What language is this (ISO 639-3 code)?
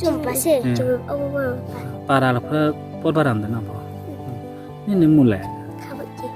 ria